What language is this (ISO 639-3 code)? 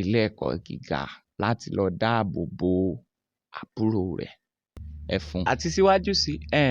yor